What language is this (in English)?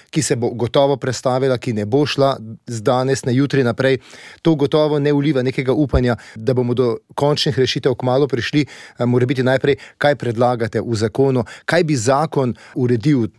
Slovenian